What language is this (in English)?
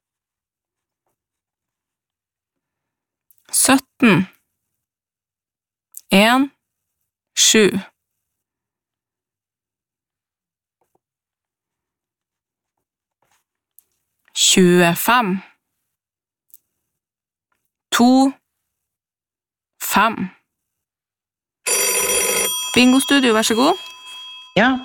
Norwegian